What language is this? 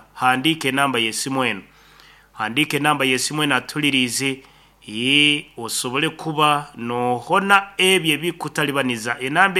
Nyoro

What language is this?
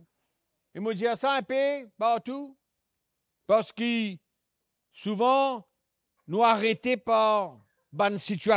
Morisyen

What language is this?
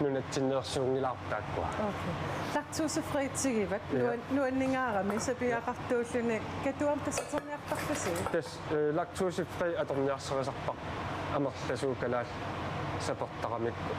Kalaallisut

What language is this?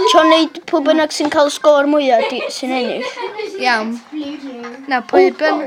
Welsh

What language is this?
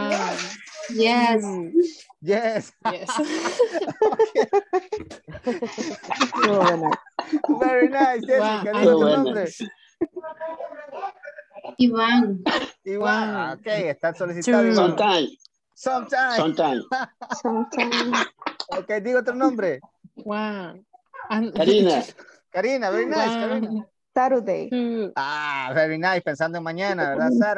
Spanish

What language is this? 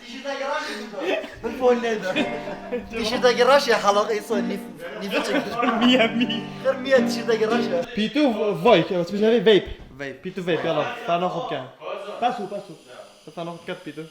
Kurdish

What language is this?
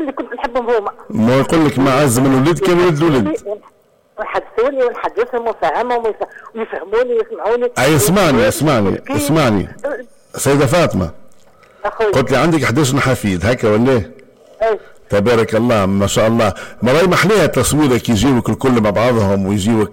Tunisian Arabic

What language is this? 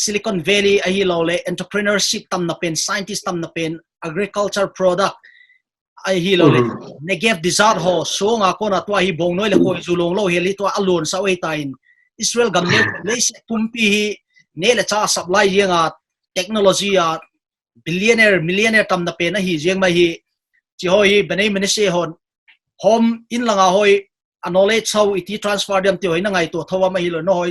Paite Chin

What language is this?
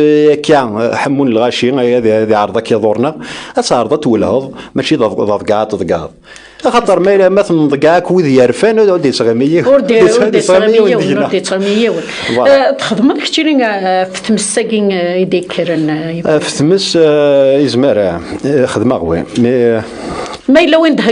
Kabyle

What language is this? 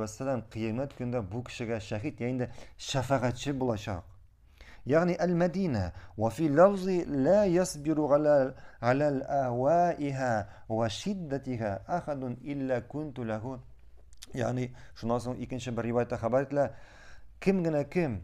Tatar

